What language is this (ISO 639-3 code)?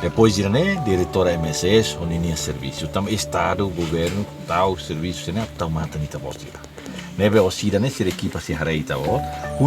tet